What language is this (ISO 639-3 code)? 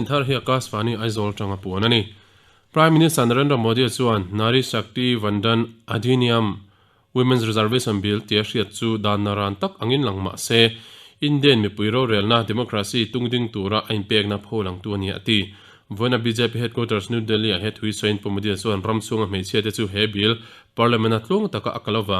lus